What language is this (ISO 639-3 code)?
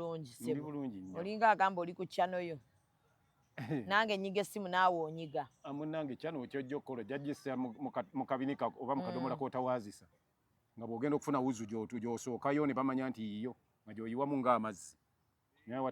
lug